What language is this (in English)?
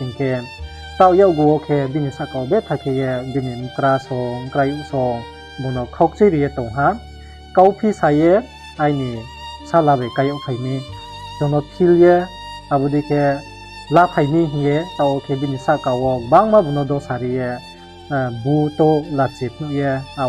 Riang (India)